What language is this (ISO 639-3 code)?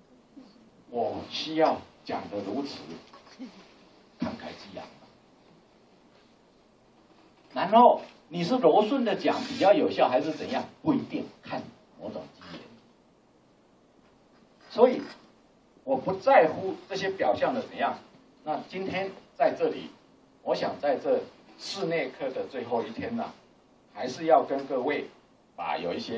zho